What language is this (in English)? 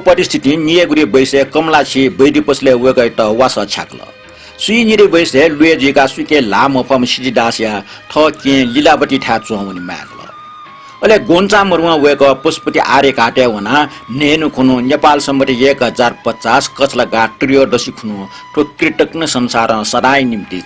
Newari